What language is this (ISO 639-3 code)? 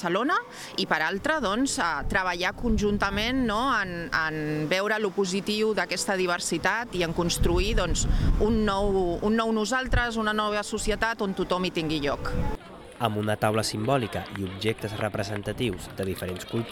cat